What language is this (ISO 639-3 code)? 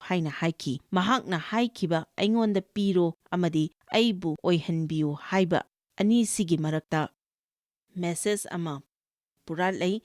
mni